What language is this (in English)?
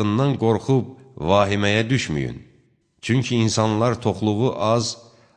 Azerbaijani